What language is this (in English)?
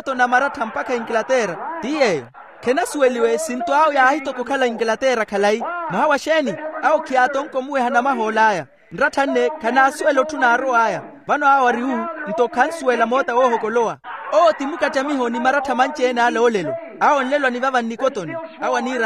Makhuwa